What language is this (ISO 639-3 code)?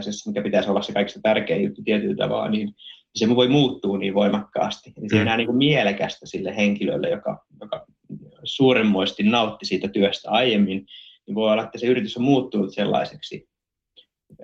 fin